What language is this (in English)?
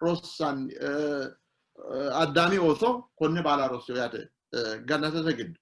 Sidamo